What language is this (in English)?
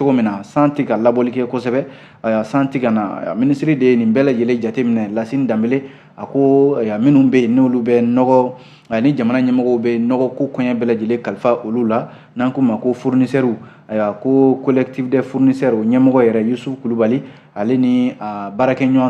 Bambara